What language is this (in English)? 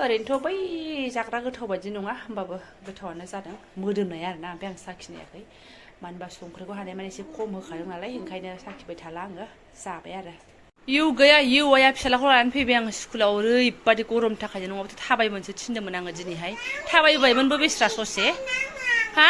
Bodo